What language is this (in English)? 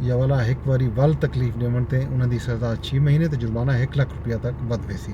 Saraiki